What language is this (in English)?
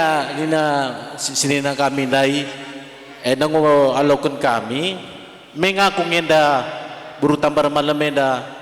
Batak Karo